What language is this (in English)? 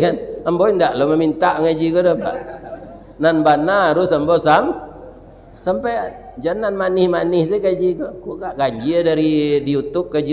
Minangkabau